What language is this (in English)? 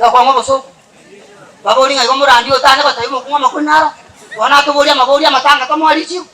Gusii